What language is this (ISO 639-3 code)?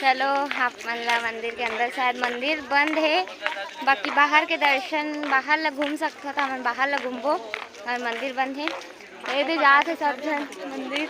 hne